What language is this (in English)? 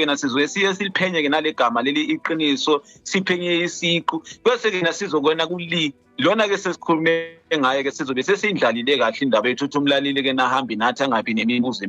Zulu